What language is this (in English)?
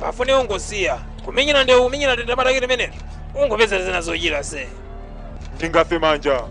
Nyanja